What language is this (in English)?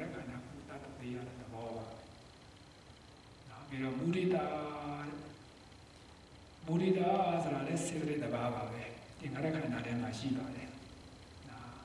Burmese